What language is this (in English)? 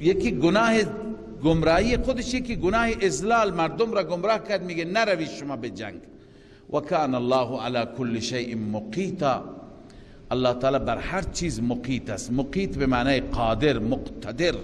Persian